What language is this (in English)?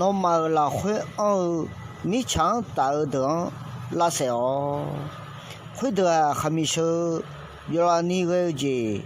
Akha